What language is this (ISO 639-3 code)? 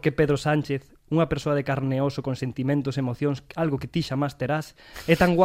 glg